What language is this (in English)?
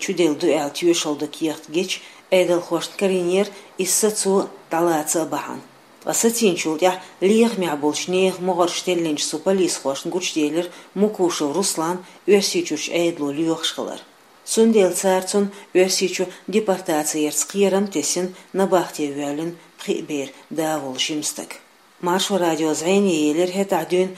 Chechen